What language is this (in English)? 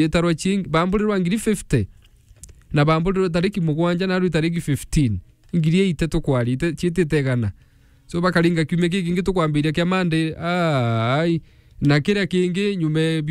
Meru